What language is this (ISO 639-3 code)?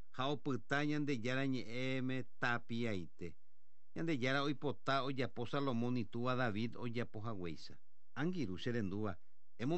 grn